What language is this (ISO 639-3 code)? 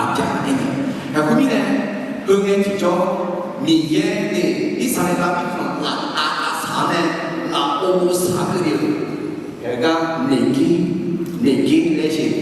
ahk